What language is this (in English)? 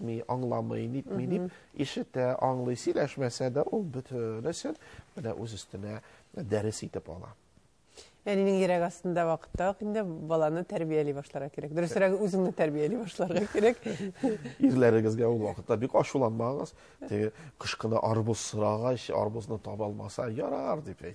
Tatar